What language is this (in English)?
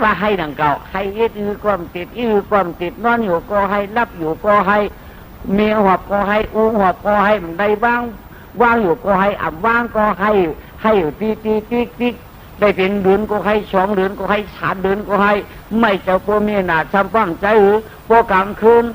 Shan